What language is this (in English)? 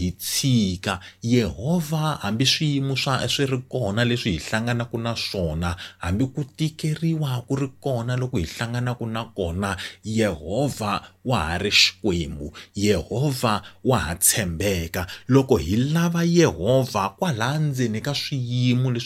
Tsonga